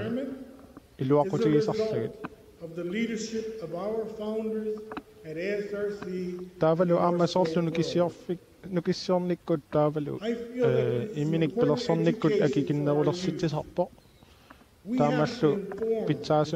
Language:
Kalaallisut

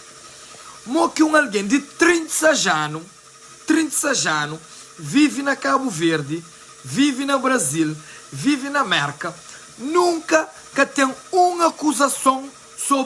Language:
Kabuverdianu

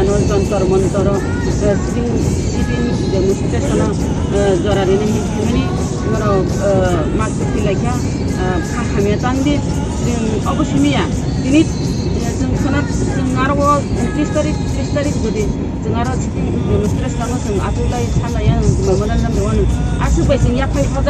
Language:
Kok Borok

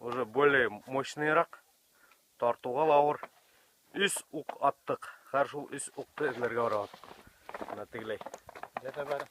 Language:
Bashkir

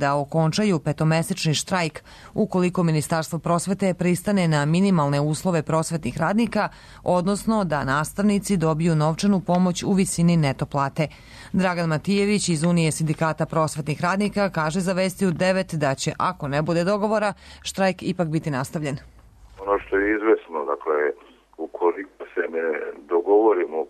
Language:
Serbian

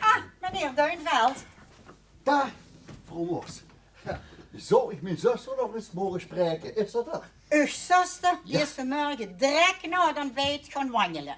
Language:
Limburgish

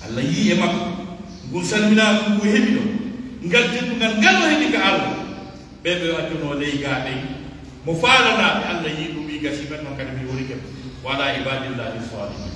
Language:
Pular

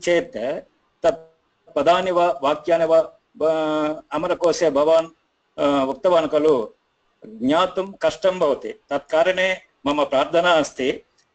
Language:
Sanskrit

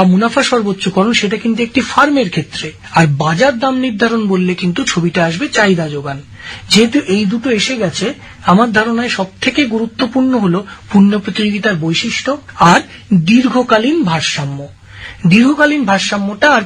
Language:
Bangla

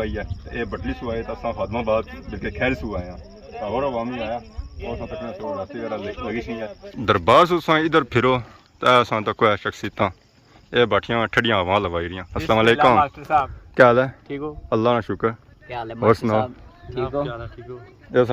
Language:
Pahari-Potwari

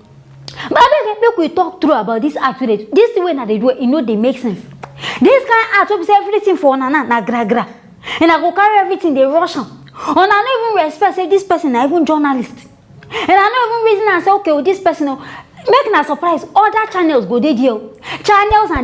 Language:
Nigerian Pidgin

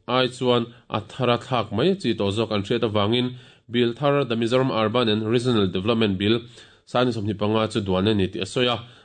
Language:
Mizo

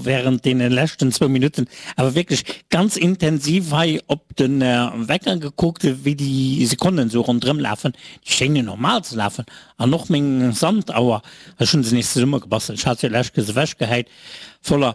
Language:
Luxembourgish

